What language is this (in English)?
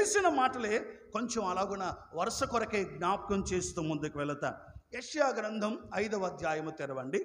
Telugu